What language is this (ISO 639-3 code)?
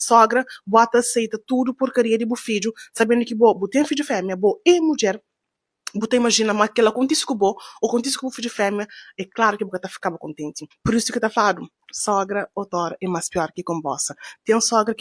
kea